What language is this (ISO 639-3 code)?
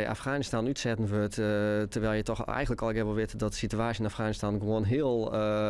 fry